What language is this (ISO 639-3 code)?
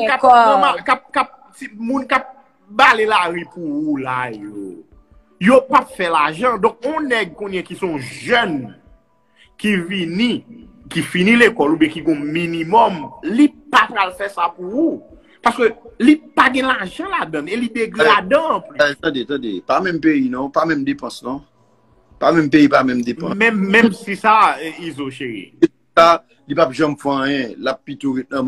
hat